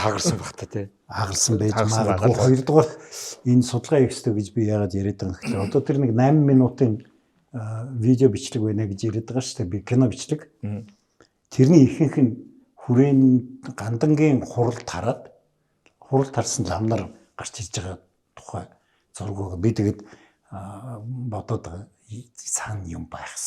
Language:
Mongolian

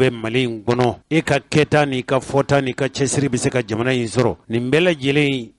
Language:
Bambara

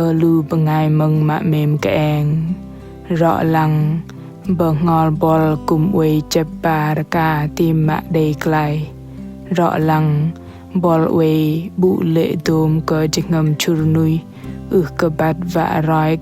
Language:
Bahnar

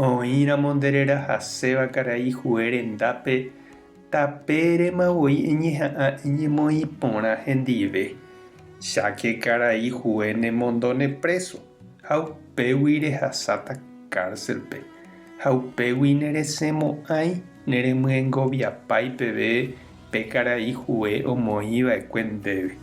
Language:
Guarani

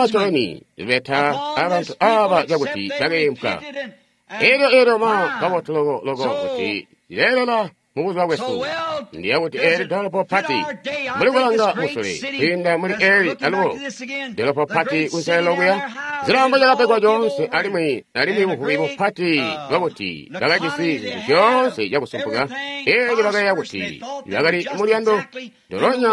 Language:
Tonga (Zambia)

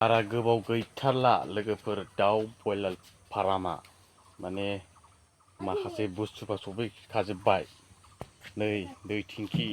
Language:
Bodo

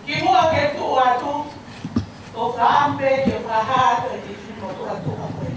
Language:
Tongan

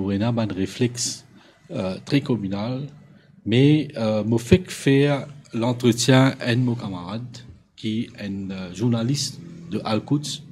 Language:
Morisyen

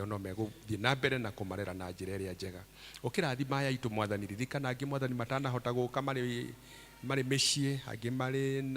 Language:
Kikuyu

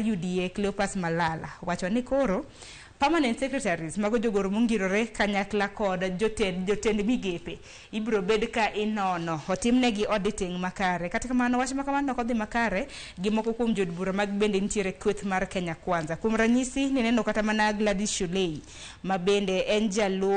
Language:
Luo (Kenya and Tanzania)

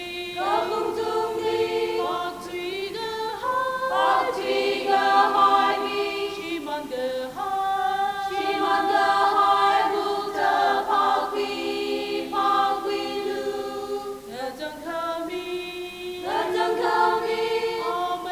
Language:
Tangkhul Naga (India)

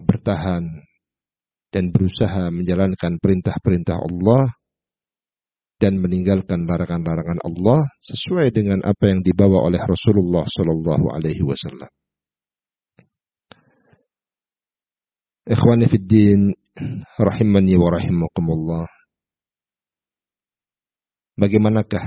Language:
Indonesian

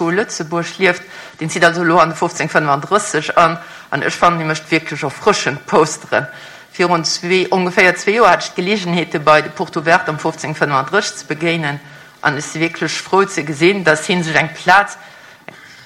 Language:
Luxembourgish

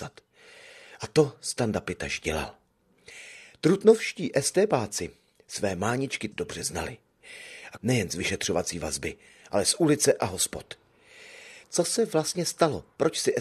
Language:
Czech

